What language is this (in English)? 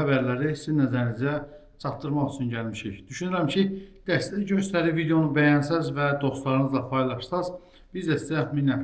Azerbaijani